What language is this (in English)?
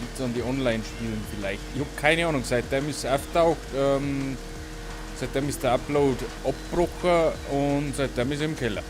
Bavarian